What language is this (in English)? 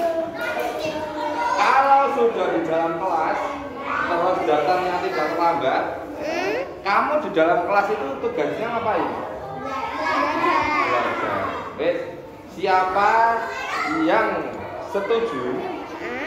Indonesian